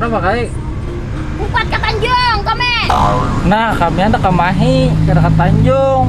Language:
Banjar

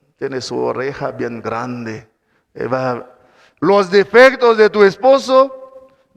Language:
Kekchí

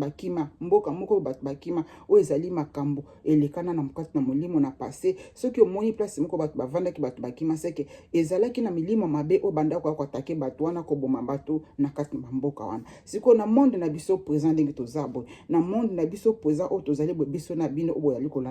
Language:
Lingala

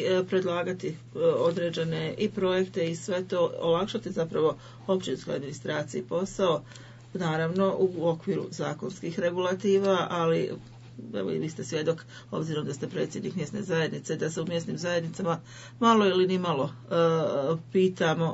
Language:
Bosnian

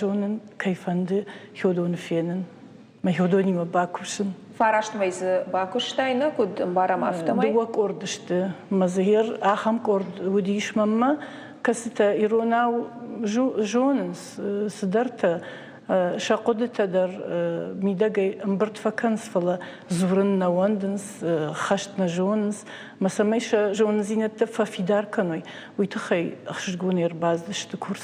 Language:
Ossetic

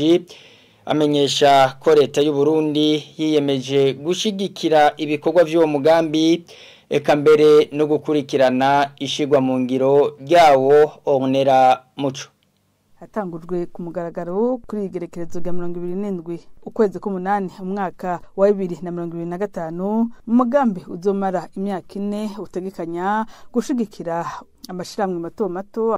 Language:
Rundi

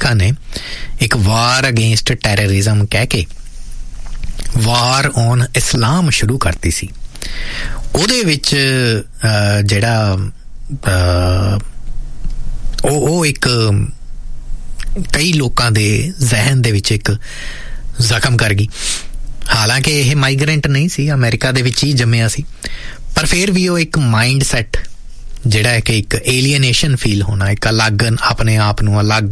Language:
Punjabi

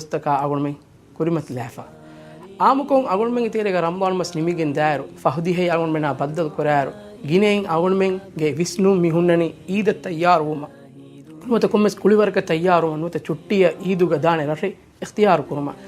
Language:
Divehi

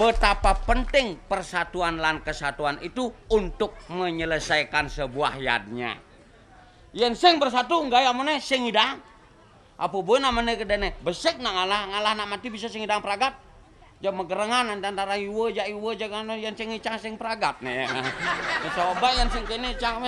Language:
Balinese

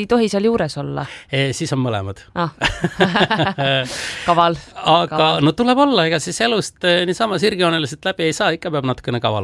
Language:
Estonian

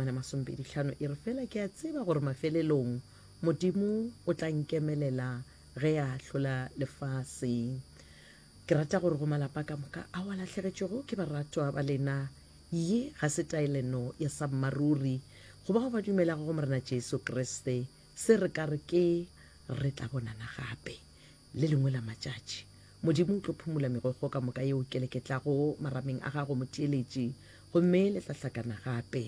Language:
Northern Sotho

